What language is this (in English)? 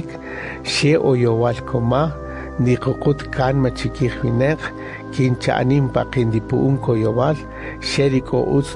Kaqchikel